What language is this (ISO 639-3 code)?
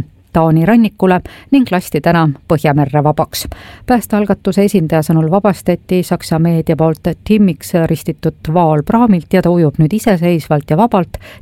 est